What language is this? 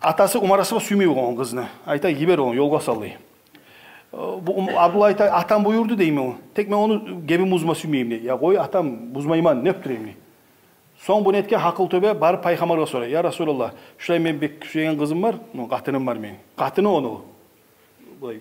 Kumyk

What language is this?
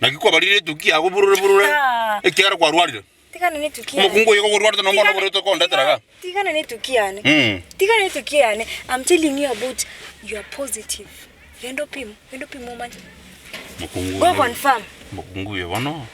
Gusii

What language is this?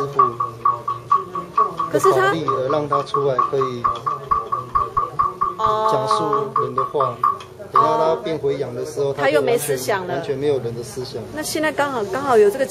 Chinese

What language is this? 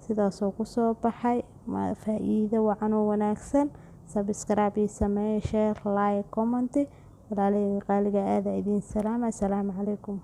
Somali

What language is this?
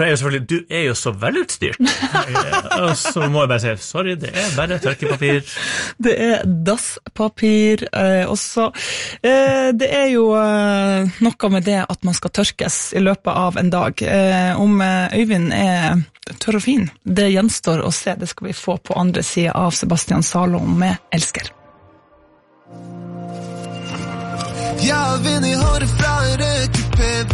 Norwegian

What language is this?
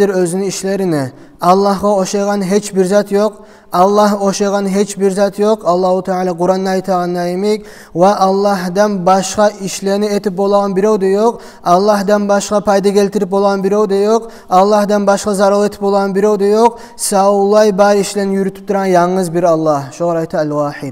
Kumyk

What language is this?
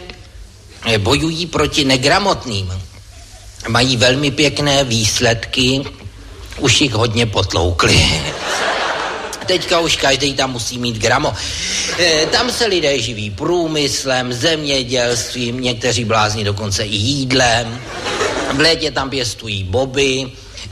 Czech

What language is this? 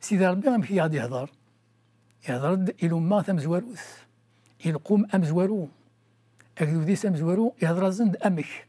Kabyle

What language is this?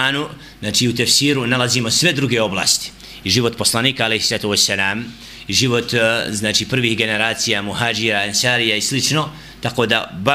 Bosnian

